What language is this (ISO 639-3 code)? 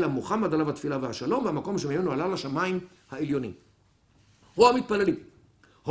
heb